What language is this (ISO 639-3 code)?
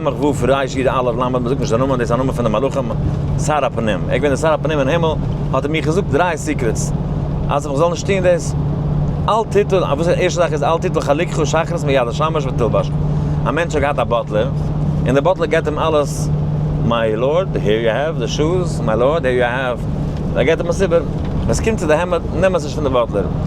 yid